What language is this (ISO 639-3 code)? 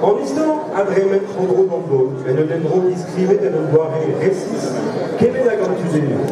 bre